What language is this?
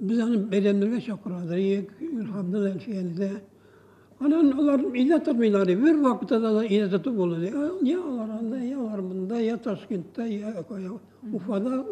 Tatar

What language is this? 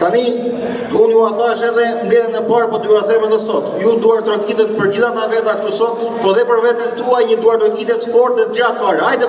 Albanian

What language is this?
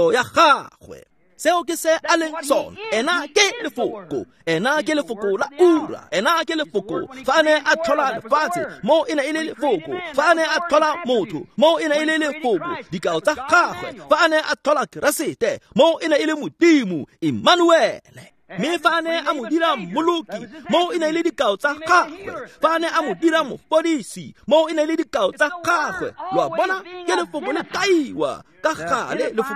Tswana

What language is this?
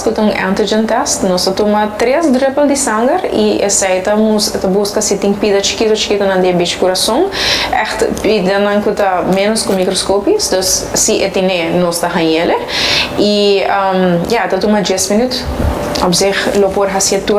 Papiamento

